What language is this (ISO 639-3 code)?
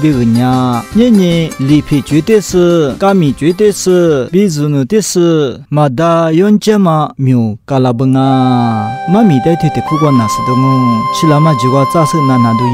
lis